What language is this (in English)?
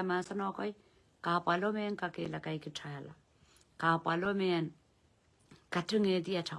Pohnpeian